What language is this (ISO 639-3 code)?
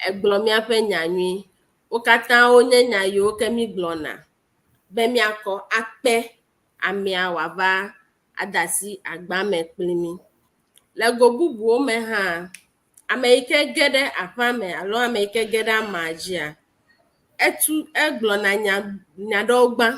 ewe